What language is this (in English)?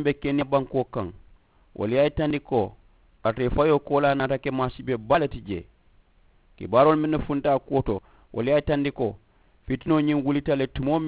Mandingo